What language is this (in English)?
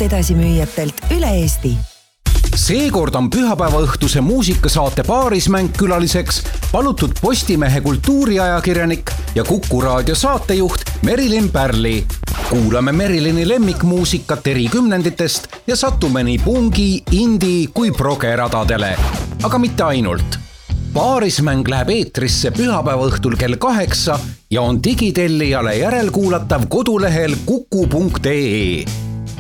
Estonian